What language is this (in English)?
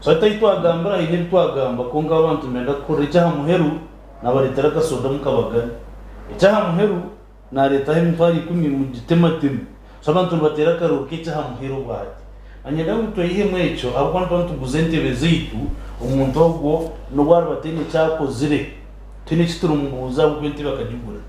Nyankole